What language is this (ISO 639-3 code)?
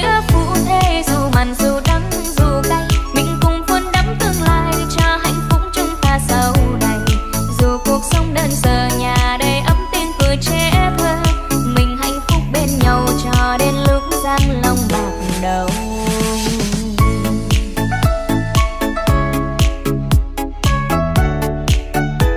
vie